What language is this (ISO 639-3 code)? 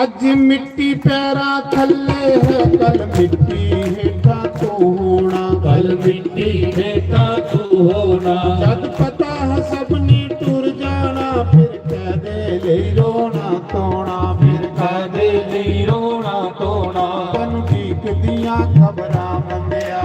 doi